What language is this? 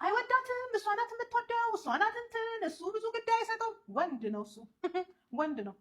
Amharic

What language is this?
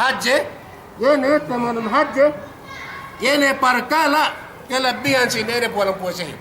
Yakan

